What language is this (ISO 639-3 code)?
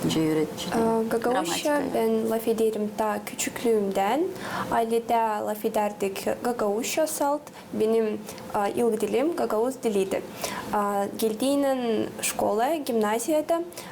gag